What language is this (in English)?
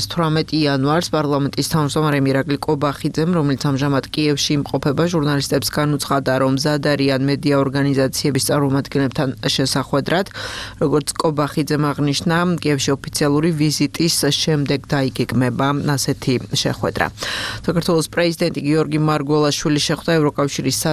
Georgian